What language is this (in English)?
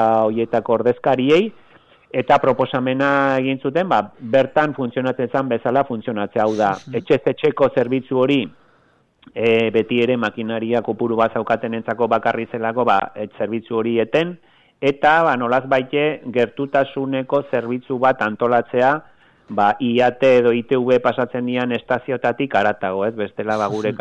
Basque